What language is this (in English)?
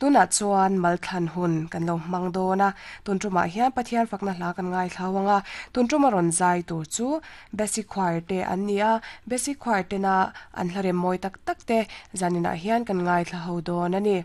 Mizo